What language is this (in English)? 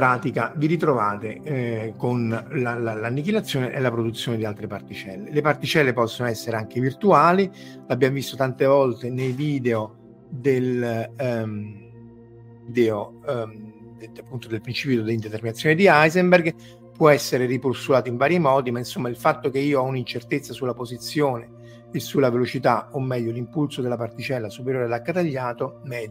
Italian